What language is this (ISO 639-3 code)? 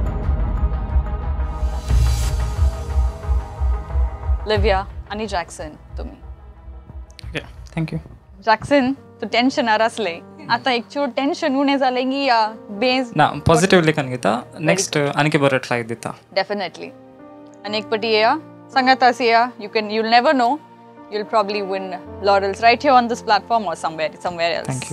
kok